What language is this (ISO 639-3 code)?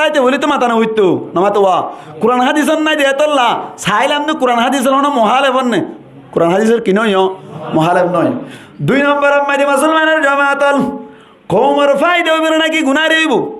rhg